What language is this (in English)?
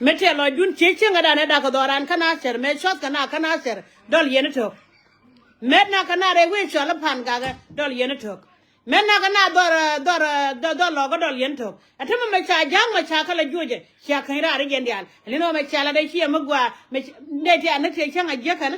Nuer